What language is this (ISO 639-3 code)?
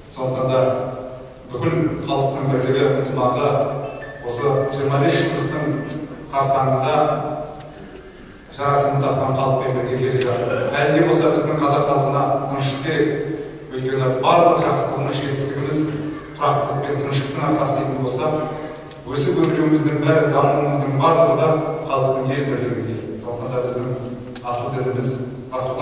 kaz